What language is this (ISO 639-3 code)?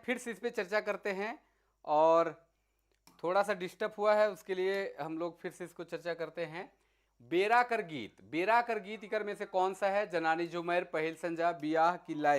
sck